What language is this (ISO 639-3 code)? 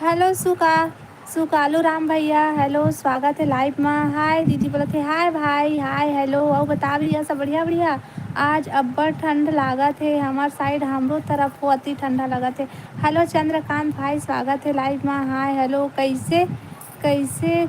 hne